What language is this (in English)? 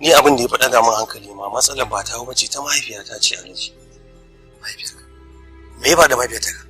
Hausa